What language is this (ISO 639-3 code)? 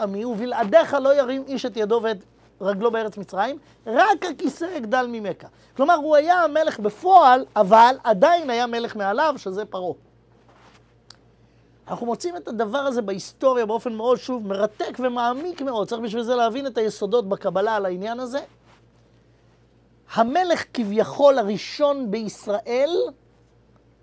heb